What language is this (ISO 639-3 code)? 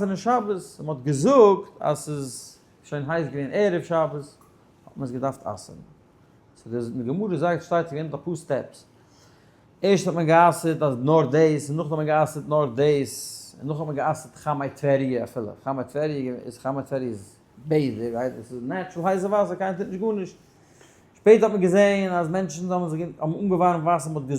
yid